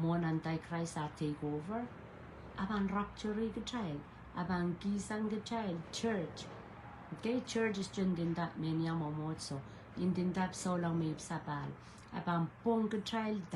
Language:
Pohnpeian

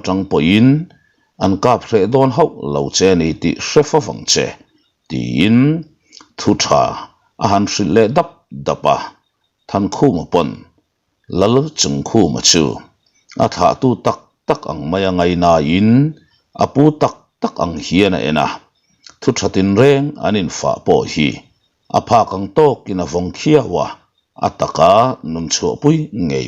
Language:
Mizo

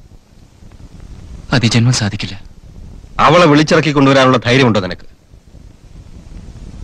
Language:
Malayalam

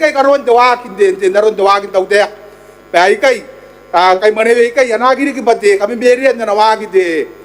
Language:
Gilbertese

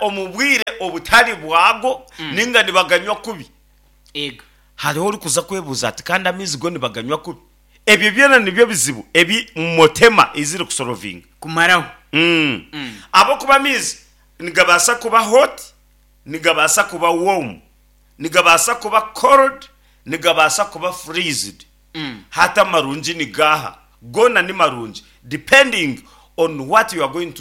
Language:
Nyankole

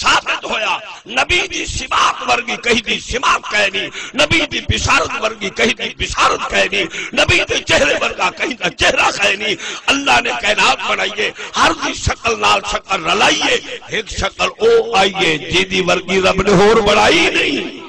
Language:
Saraiki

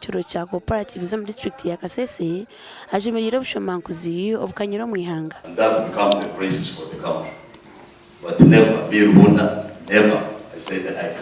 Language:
Nyankole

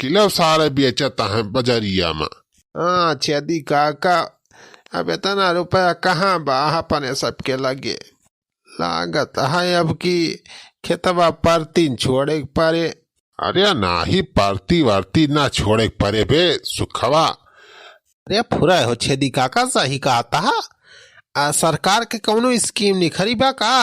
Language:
Awadhi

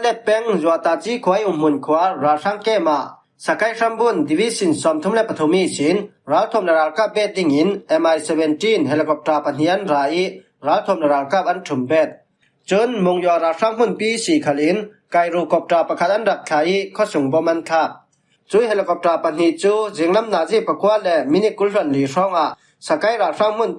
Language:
Falam Chin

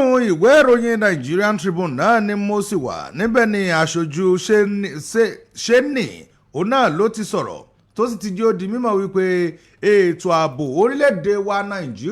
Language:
Yoruba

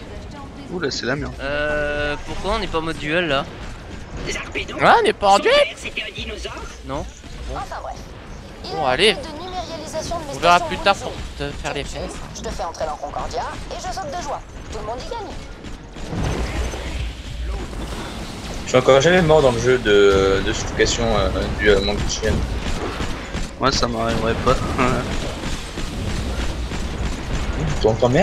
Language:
French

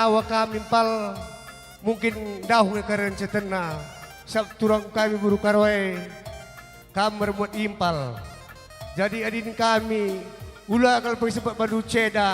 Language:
Batak Karo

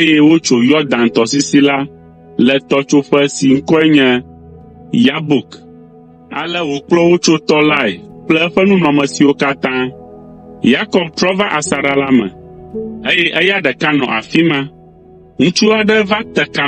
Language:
Ewe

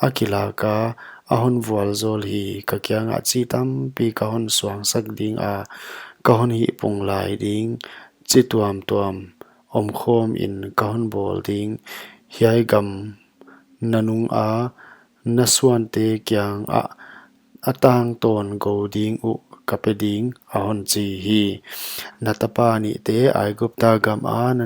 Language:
Paite Chin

